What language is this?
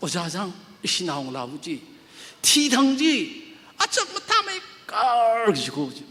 Tangkhul Naga (India)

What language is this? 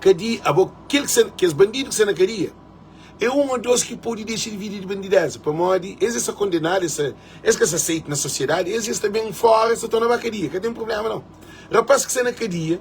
Kabuverdianu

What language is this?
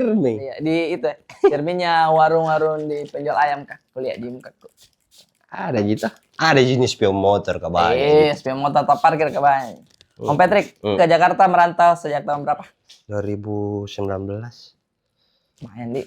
Makassar Malay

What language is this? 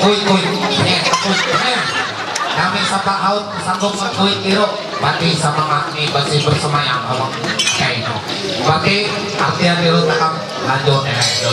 Ma'anyan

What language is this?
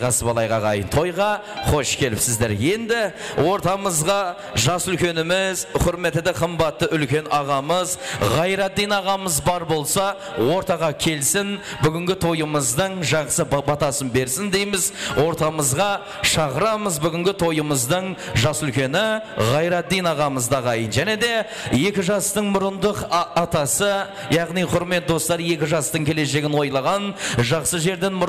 Kara-Kalpak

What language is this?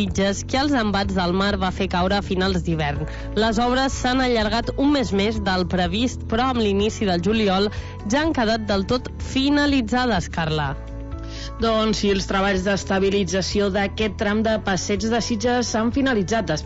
Catalan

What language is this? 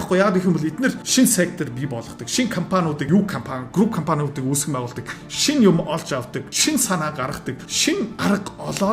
Mongolian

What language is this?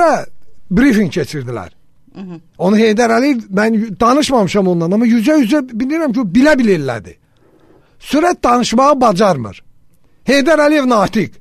Azerbaijani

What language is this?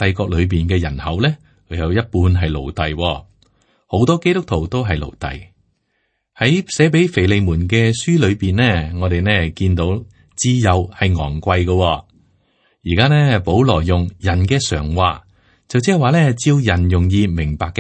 Cantonese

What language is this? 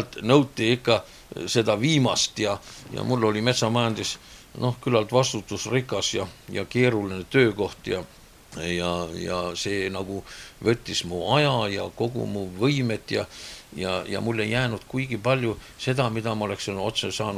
Estonian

